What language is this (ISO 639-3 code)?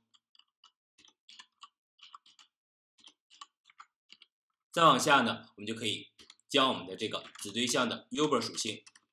zho